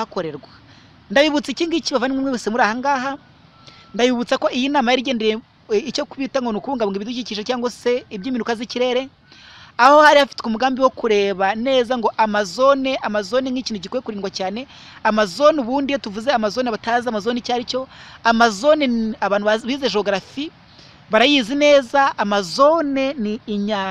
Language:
Kinyarwanda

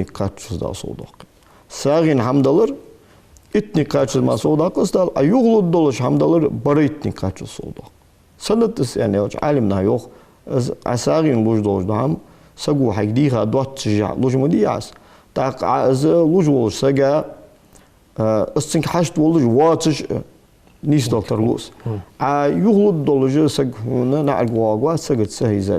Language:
Ingush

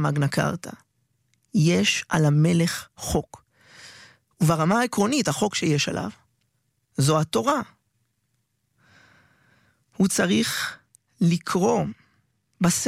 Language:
Hebrew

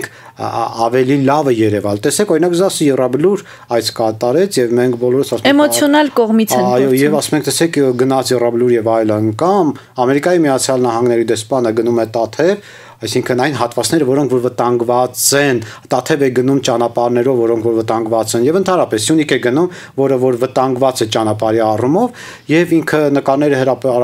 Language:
Armenian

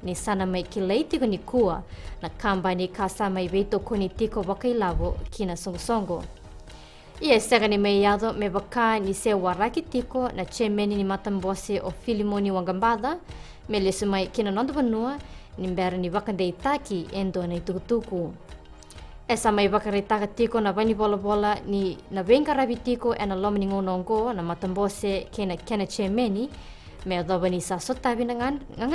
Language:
Fijian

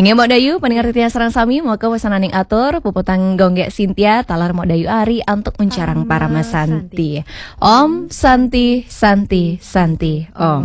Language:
Balinese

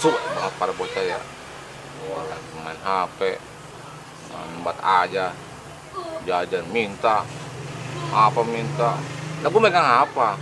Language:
Betawi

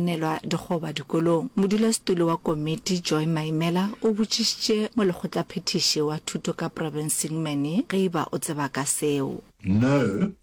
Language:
Northern Sotho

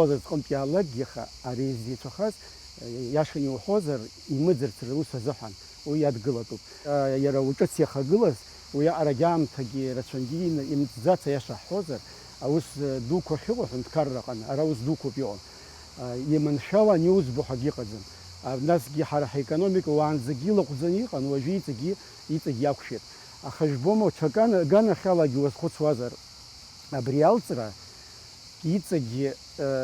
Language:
Abkhazian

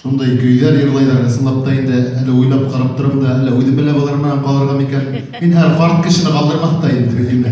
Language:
Tatar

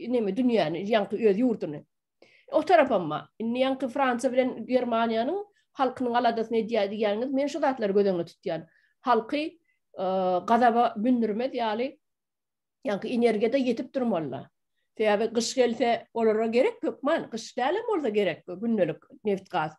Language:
Turkmen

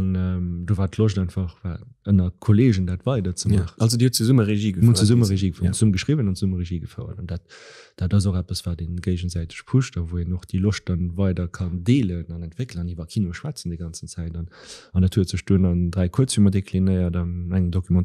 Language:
Luxembourgish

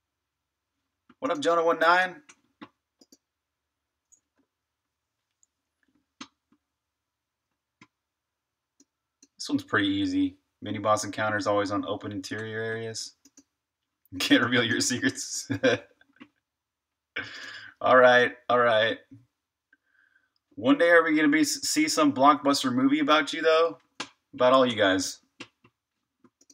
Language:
English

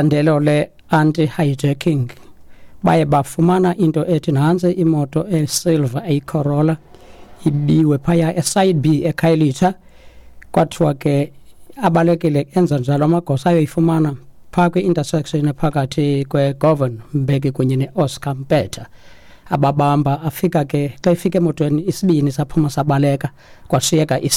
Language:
Xhosa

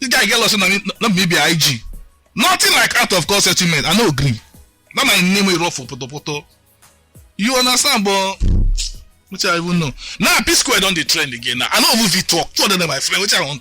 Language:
Nigerian Pidgin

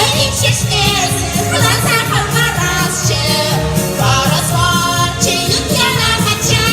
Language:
Chuvash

